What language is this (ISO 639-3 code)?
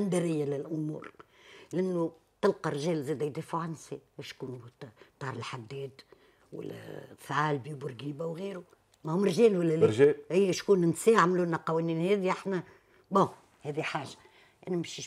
aeb